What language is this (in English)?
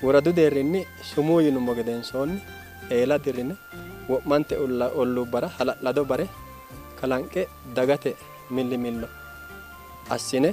Sidamo